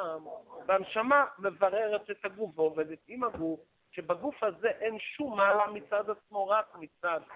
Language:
Hebrew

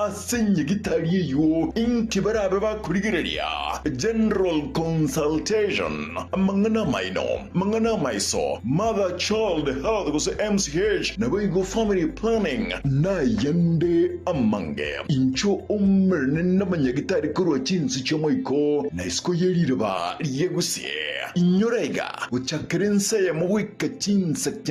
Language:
Gusii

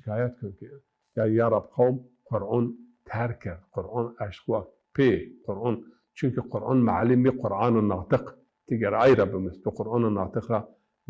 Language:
Zaza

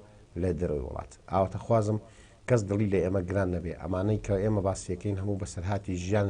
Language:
Central Kurdish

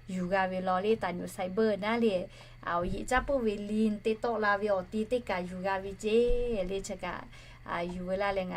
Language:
Lahu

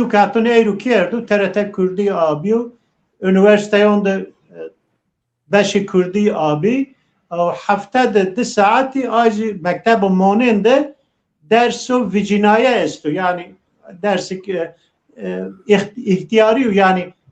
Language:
Zaza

